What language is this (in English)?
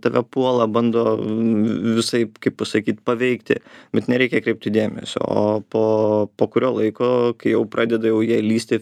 Lithuanian